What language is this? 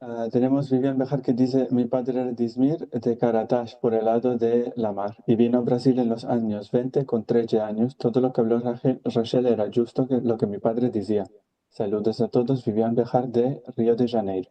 Ladino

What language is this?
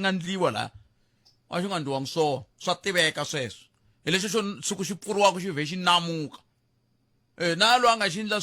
Tsonga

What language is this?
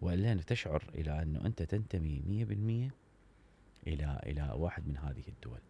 Mesopotamian Arabic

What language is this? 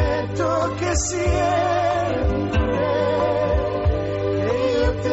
Basque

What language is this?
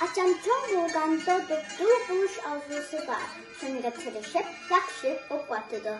Uyghur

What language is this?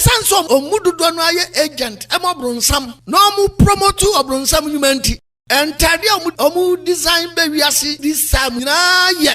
Akan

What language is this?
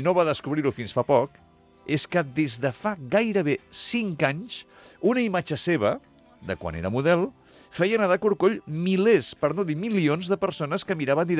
Catalan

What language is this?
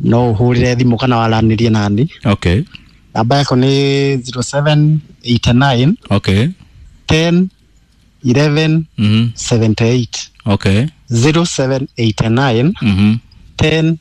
Kikuyu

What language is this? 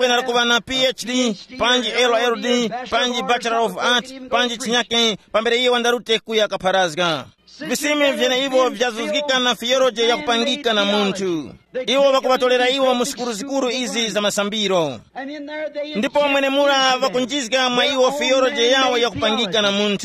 Tumbuka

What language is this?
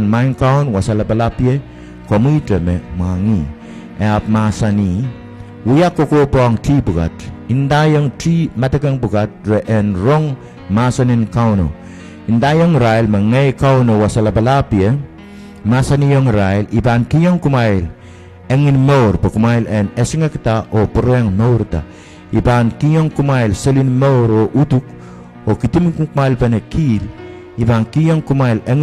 Pohnpeian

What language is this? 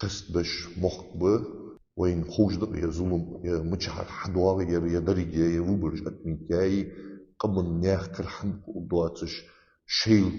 Ingush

